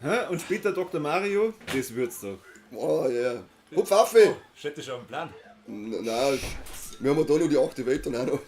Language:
Bavarian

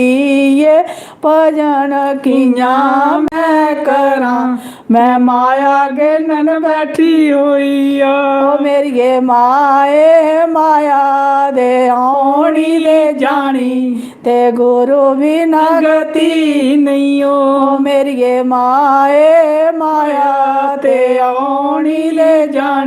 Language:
Dogri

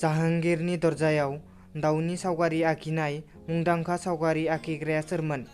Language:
Bodo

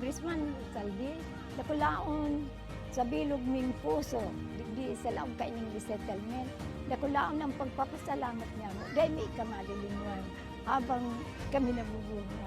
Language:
Bikol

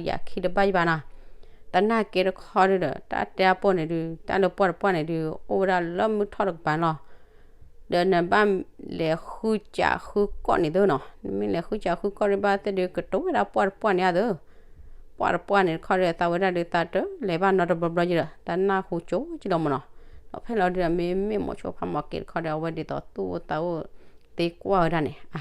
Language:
S'gaw Karen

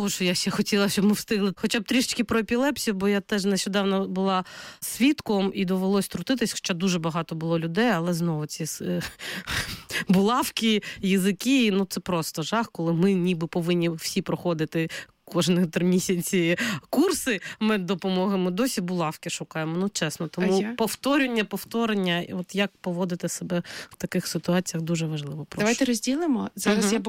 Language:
Ukrainian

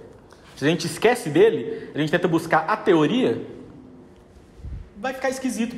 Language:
Portuguese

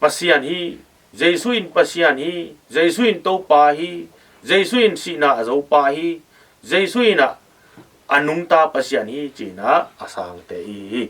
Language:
Tedim Chin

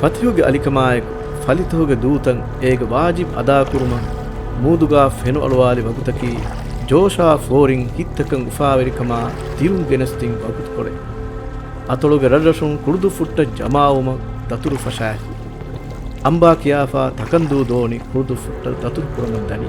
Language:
Divehi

